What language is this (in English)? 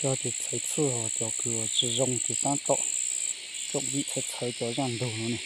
Hmong